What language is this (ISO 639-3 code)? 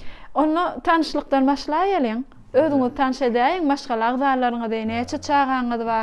tuk